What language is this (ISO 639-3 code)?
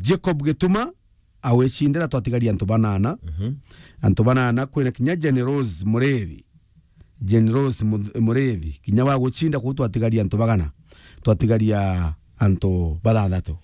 mer